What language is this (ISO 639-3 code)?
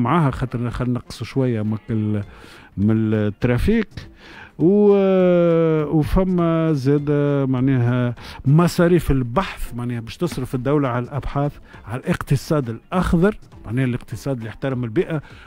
aeb